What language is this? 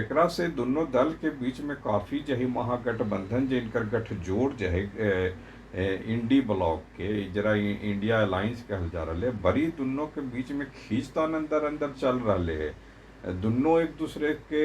Magahi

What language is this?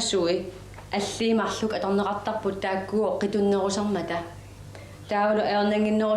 Kalaallisut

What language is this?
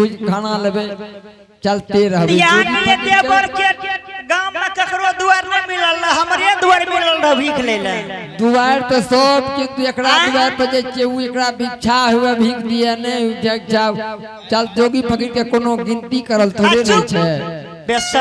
Angika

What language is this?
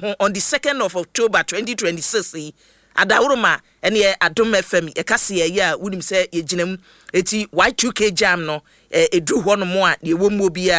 Akan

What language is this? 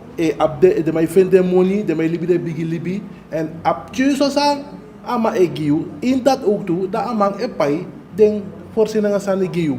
Sranan Tongo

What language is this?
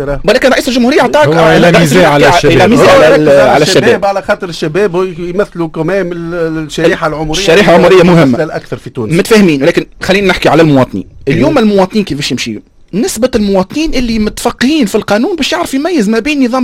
Tunisian Arabic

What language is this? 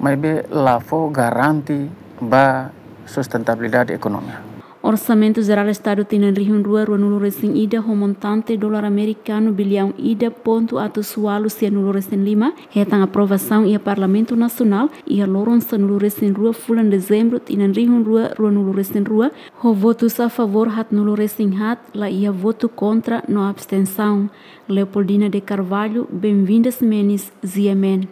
Tetum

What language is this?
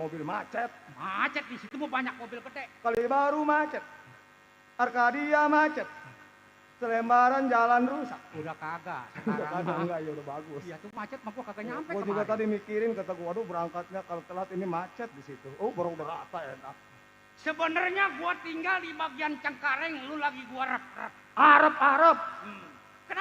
Betawi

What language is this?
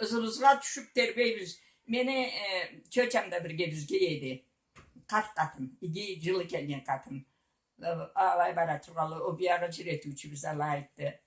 Karachay-Balkar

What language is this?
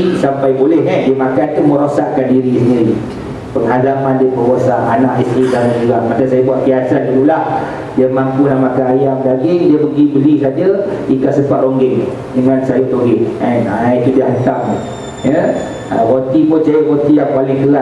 Malay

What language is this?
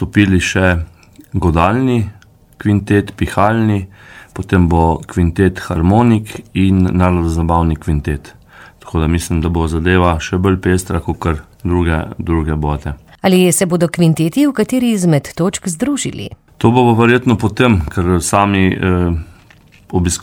Slovenian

